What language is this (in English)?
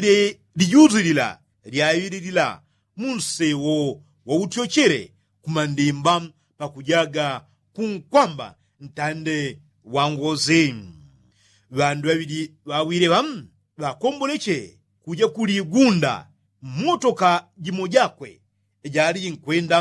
Yao